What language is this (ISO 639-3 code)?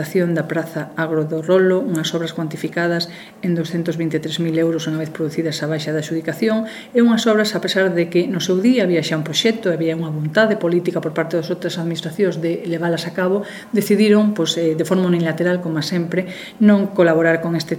glg